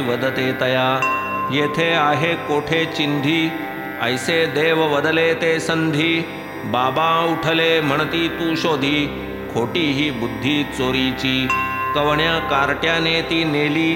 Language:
Marathi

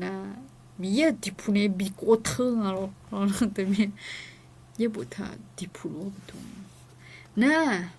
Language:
Akha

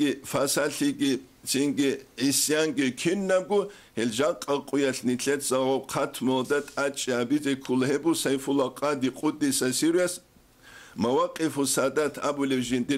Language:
Avaric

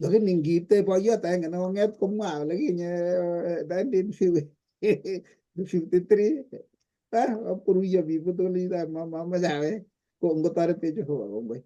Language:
Kalenjin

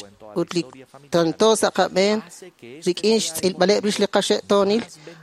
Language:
Kekchí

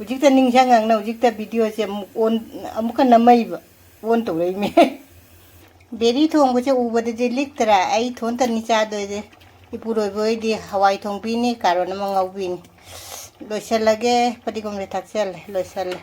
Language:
Manipuri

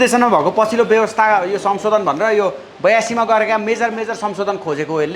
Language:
Nepali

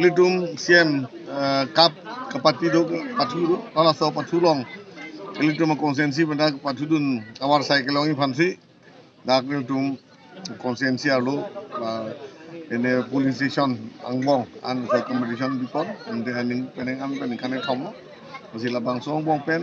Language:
Karbi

